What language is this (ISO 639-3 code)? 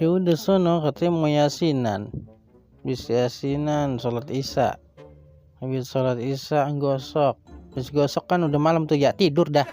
bew